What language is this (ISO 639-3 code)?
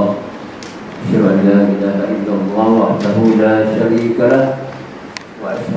msa